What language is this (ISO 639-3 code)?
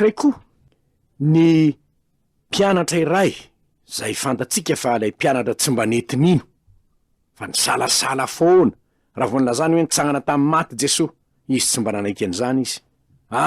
mlg